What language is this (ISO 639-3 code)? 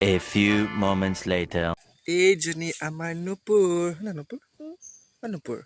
asm